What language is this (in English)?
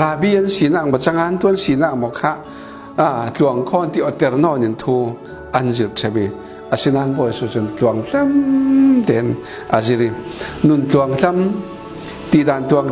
Falam Chin